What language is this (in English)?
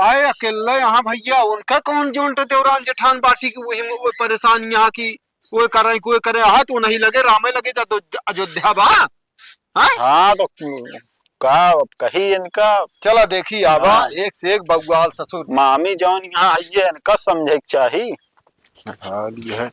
Awadhi